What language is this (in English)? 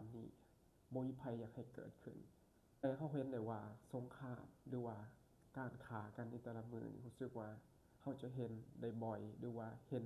Lao